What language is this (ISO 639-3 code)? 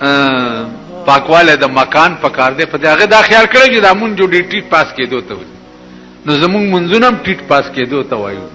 pus